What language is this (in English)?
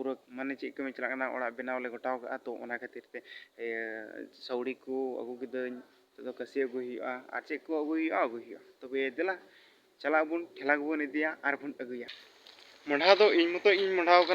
Santali